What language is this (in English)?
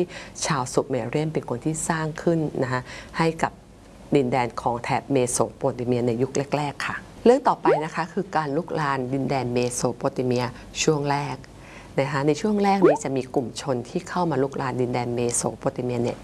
Thai